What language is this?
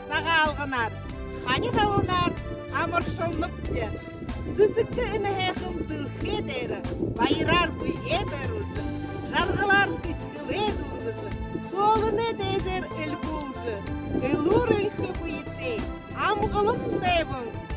Buriat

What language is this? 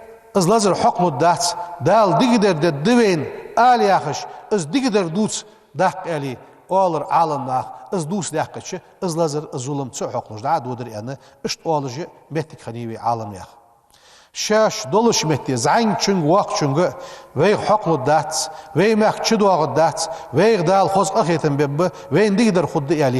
Ingush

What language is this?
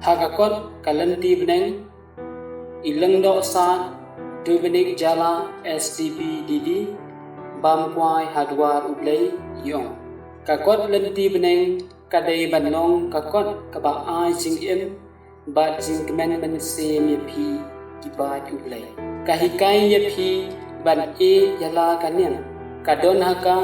Khasi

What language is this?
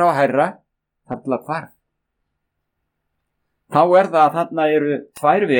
Icelandic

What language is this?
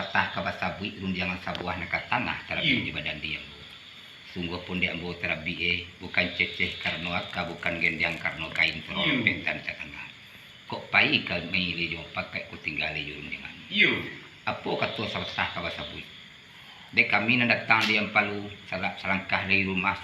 Minangkabau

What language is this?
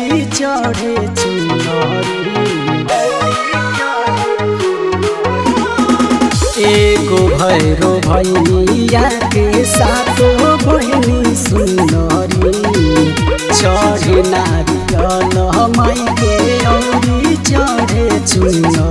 Bhojpuri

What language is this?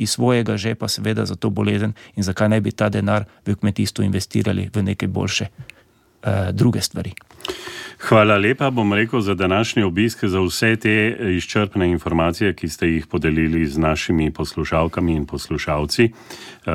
Slovenian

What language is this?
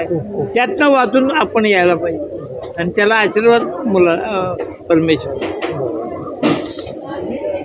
Marathi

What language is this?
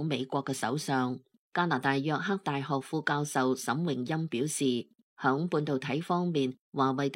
Cantonese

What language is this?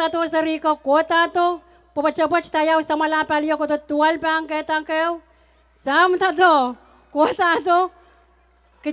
Pohnpeian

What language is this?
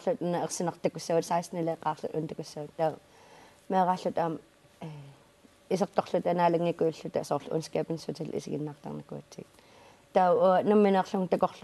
Kalaallisut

